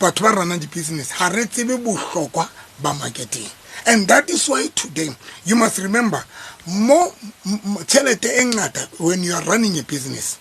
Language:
Southern Sotho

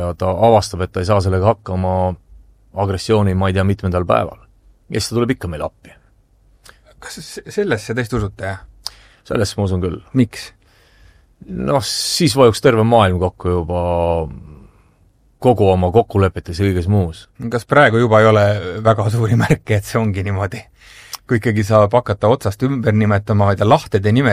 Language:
Estonian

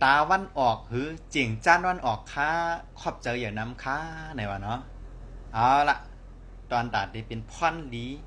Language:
Shan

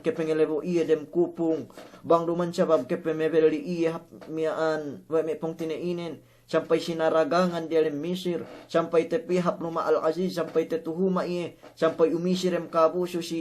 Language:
Yakan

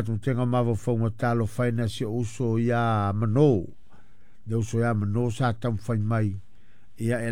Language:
Samoan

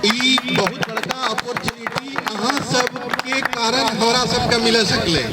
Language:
Maithili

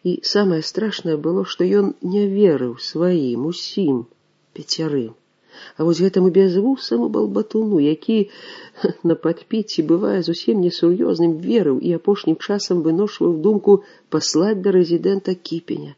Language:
Belarusian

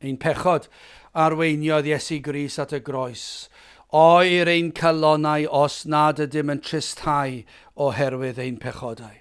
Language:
Welsh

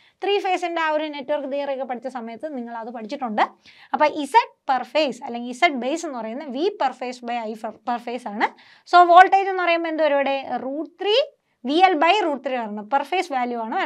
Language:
Malayalam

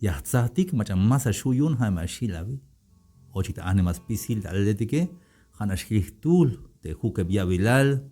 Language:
Tzeltal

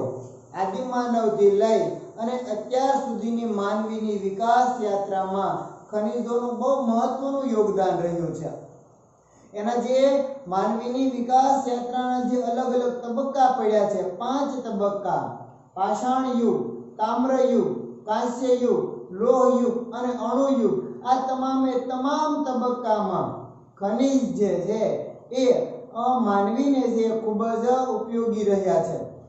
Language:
Gujarati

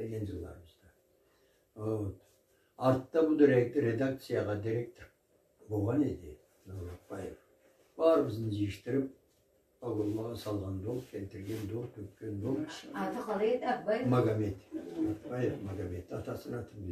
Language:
Karachay-Balkar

